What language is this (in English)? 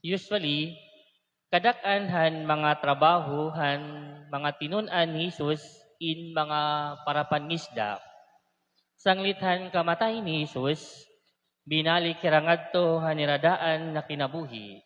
Waray